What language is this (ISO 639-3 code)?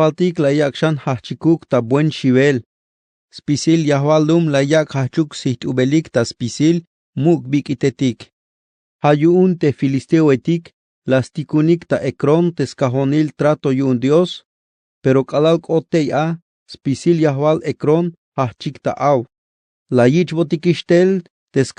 tzh